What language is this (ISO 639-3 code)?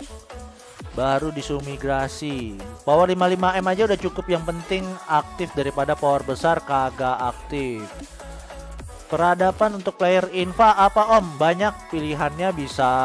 ind